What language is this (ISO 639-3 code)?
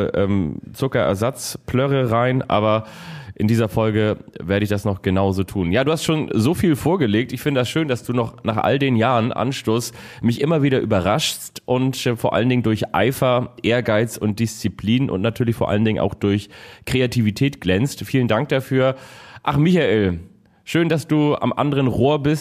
deu